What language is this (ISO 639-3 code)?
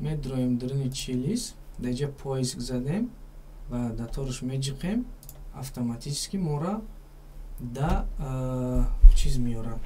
tgk